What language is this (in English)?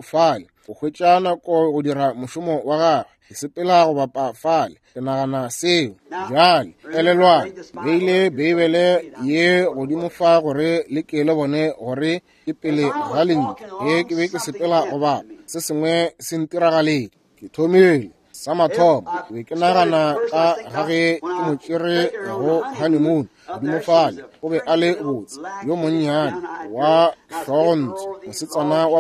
Northern Sotho